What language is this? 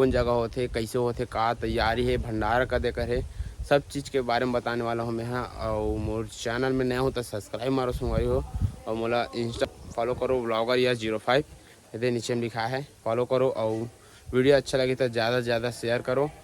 Chhattisgarhi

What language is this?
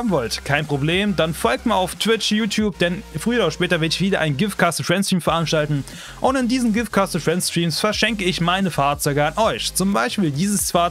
German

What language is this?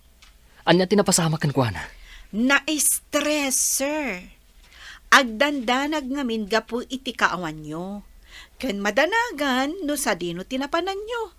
Iloko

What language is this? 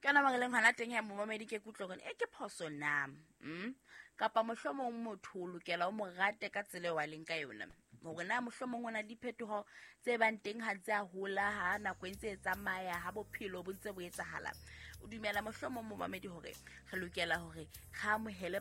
Southern Sotho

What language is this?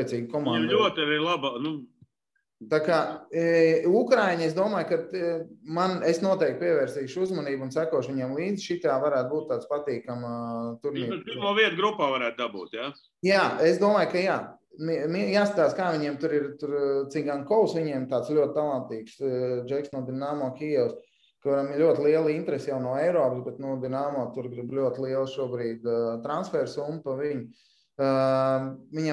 Latvian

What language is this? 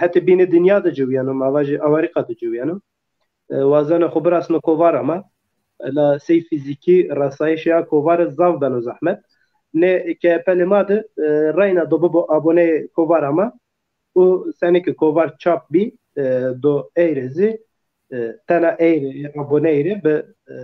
Zaza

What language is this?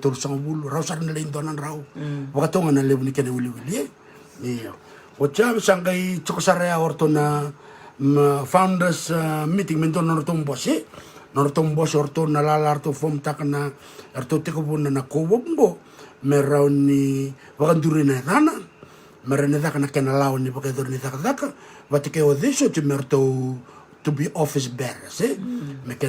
Fijian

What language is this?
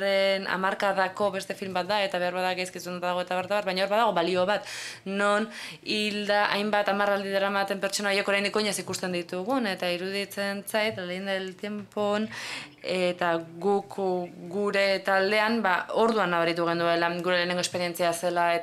Basque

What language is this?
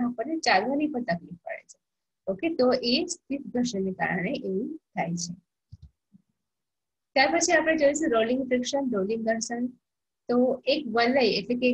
Gujarati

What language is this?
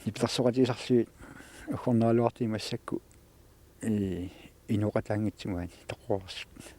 Kalaallisut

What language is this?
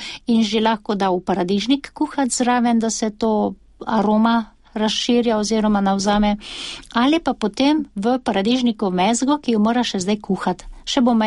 Slovenian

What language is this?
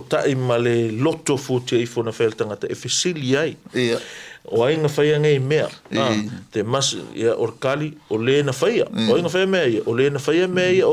Samoan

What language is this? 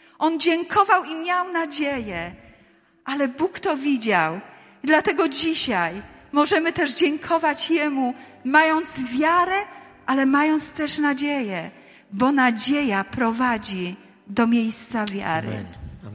Polish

